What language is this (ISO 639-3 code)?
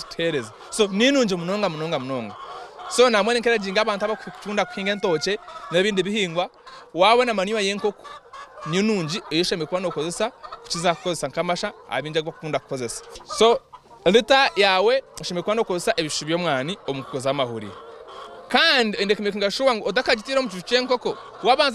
nyn